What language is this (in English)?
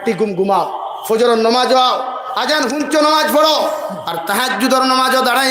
Sylheti